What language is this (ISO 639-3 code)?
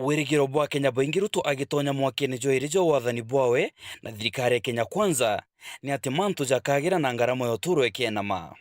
mer